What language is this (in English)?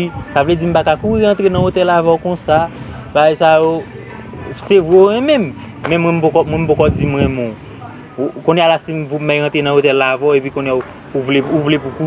Haitian Creole